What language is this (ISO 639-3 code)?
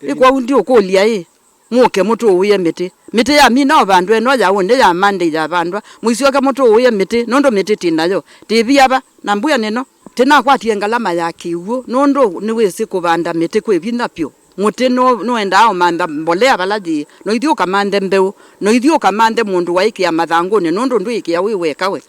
kam